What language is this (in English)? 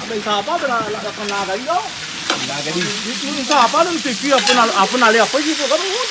Réunion Creole French